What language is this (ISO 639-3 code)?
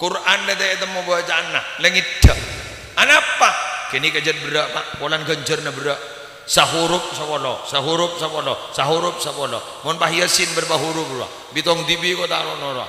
mad